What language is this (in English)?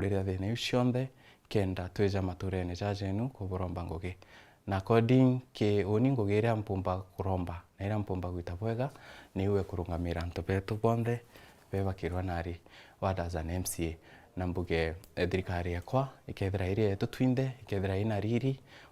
Meru